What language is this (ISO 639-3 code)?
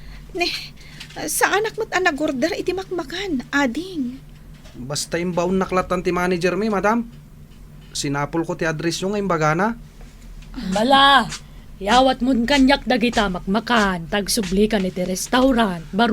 ilo